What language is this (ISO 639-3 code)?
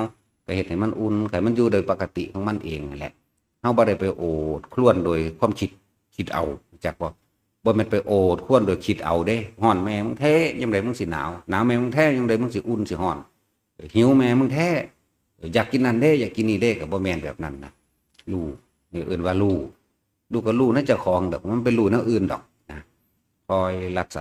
tts